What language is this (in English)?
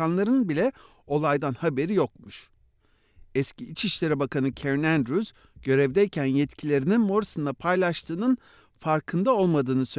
Turkish